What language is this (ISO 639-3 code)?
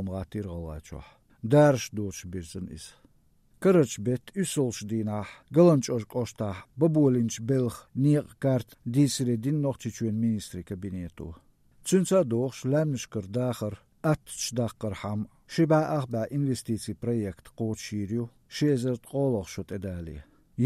che